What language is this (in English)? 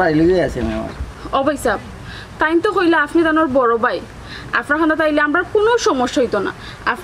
Sylheti